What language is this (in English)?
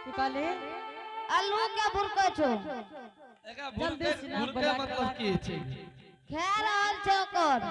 Angika